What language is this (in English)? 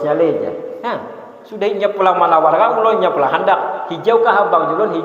Banjar